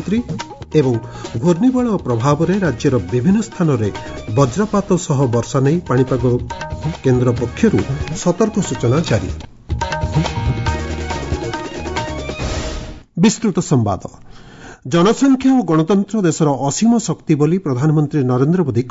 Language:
Odia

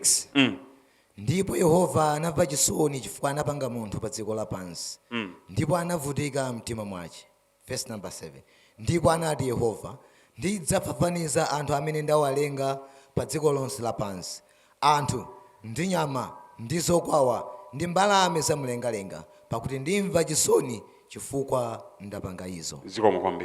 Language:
Nyanja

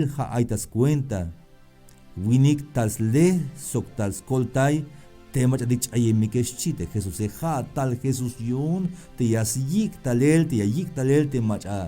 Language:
Tzeltal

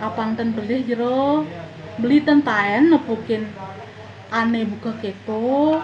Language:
Balinese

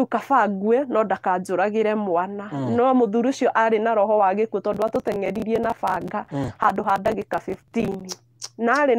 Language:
Kikuyu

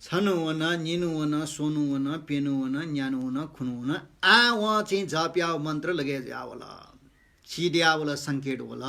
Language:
Newari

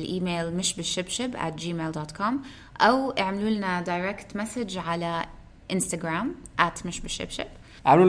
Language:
North Levantine Arabic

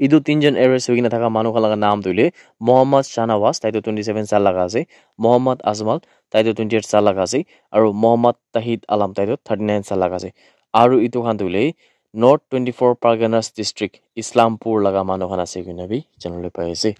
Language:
Naga Pidgin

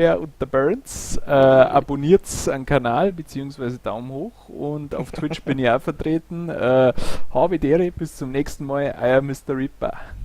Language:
Bavarian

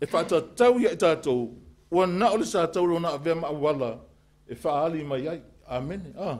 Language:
Samoan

